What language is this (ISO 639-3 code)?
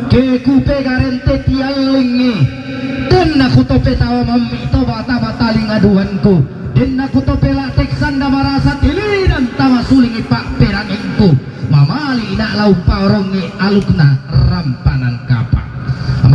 sda